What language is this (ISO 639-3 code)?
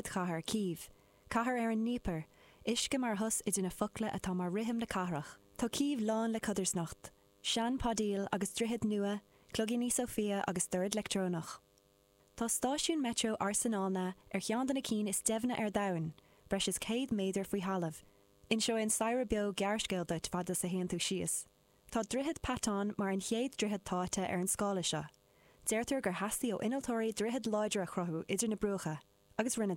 gle